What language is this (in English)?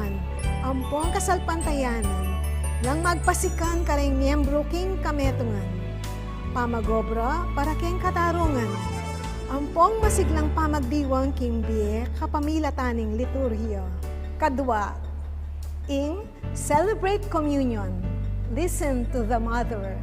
Pampanga